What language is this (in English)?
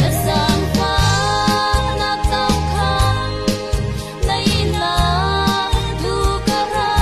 Falam Chin